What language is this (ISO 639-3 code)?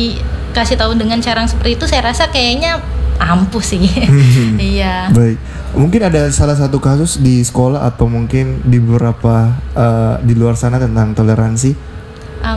ind